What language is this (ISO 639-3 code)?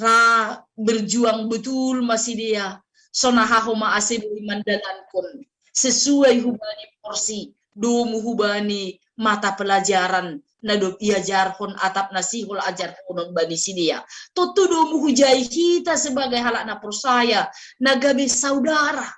bts